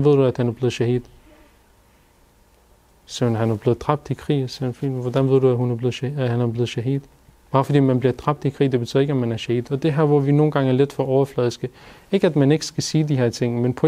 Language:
Danish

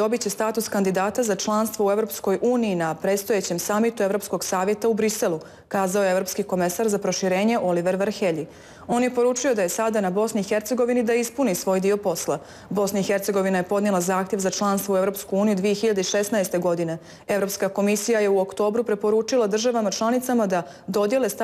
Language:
Bosnian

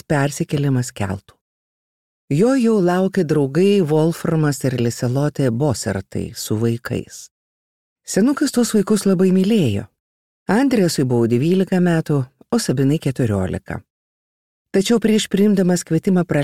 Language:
Lithuanian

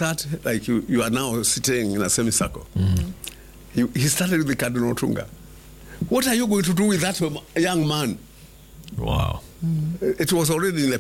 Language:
Swahili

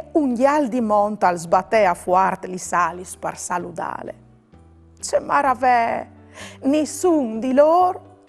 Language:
Friulian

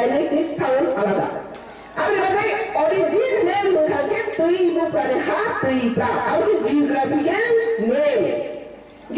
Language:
Kok Borok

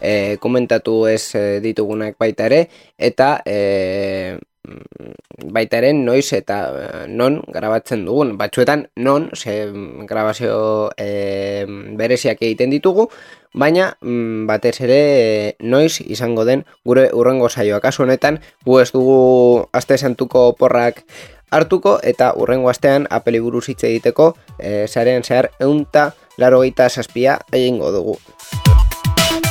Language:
Basque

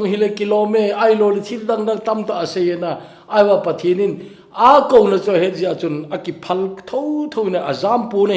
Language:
Thado Chin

